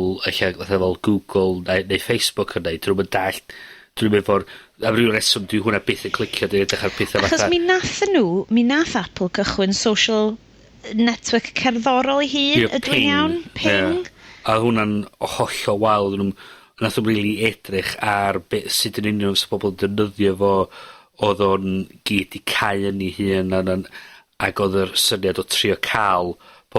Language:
Welsh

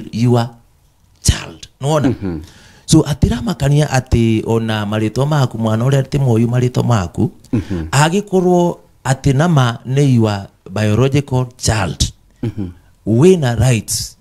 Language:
Kikuyu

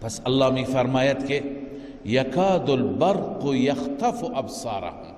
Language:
Persian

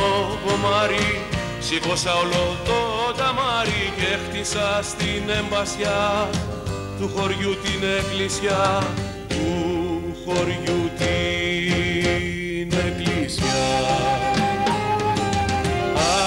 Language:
Greek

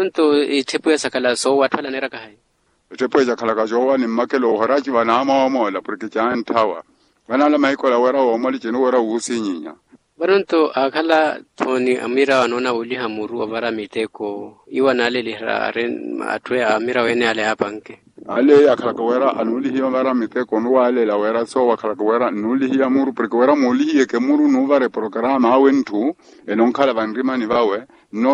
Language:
Makhuwa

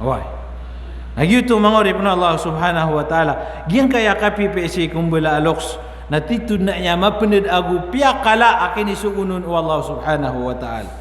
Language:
Maranao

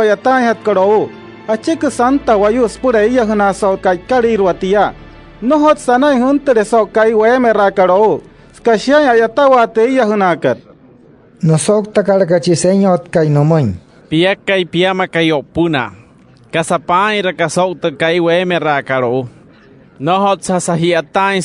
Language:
Wayuu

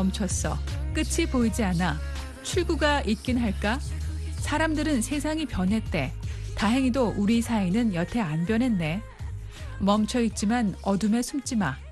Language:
Korean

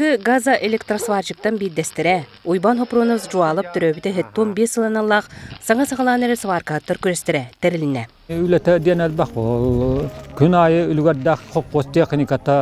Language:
Yakut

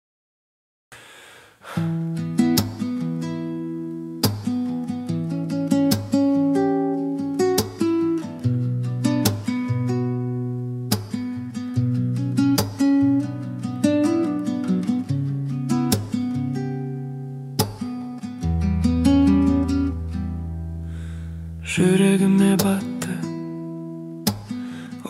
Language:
Kazakh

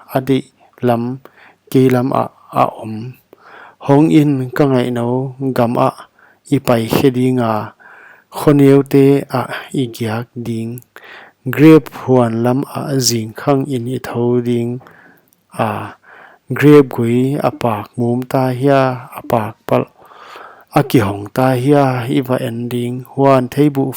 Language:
Paite Chin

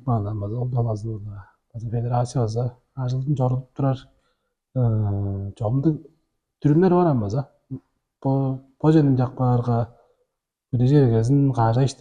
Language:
Tuvinian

